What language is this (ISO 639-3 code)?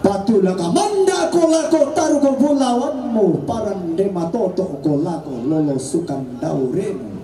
sda